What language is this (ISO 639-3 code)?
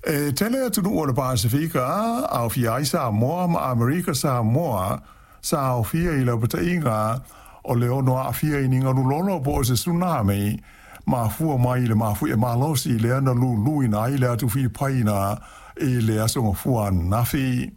smo